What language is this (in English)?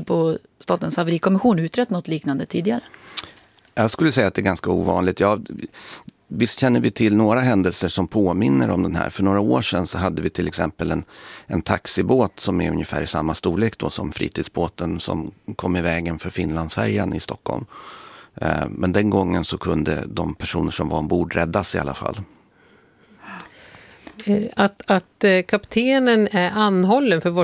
Swedish